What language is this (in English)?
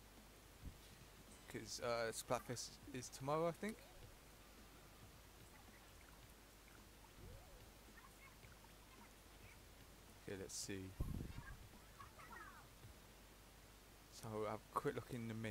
English